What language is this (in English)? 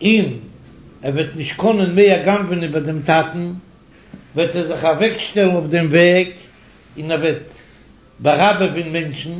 Yiddish